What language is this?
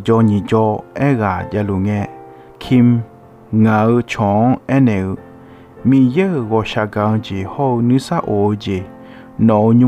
Akha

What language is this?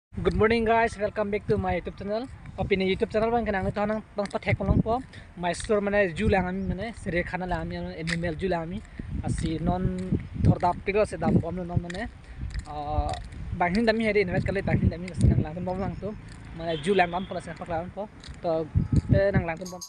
Karbi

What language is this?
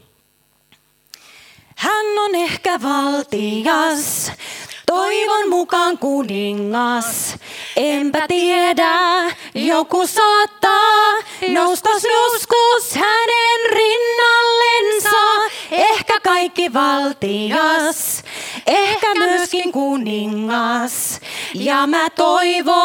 Finnish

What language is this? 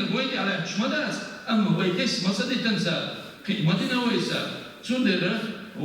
Chechen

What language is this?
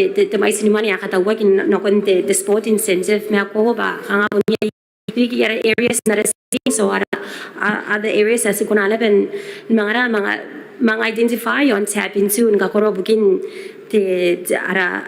Gilbertese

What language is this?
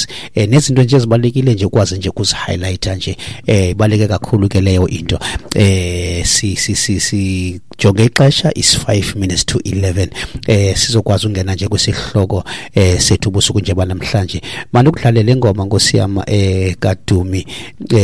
Xhosa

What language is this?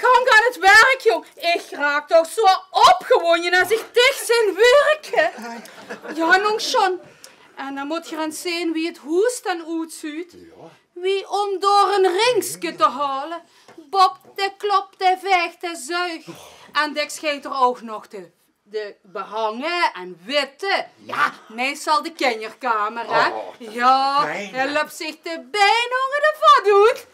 Limburgish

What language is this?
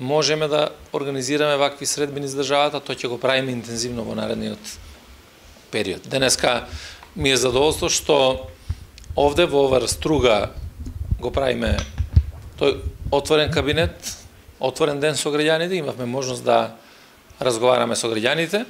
Macedonian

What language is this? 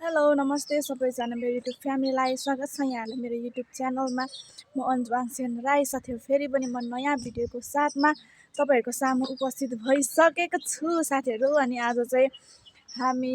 Nepali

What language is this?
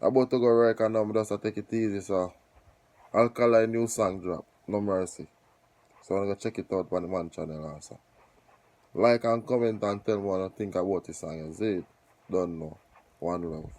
Jamaican Creole English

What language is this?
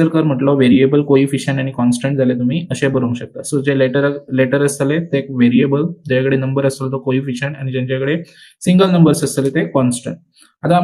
Konkani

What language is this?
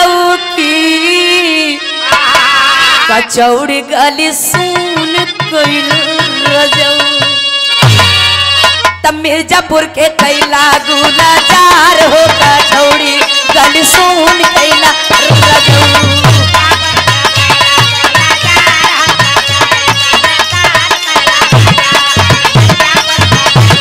Bhojpuri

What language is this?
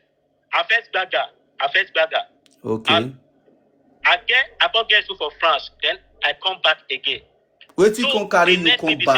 Nigerian Pidgin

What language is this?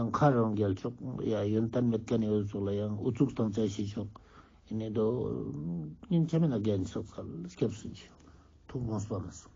Ladakhi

